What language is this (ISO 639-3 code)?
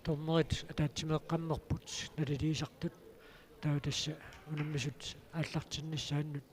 kal